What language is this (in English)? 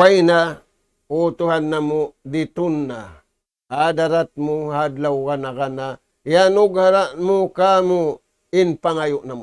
Tausug